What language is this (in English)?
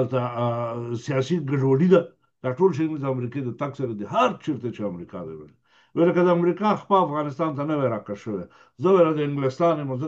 Pashto